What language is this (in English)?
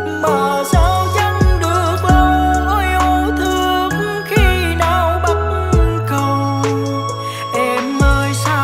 Vietnamese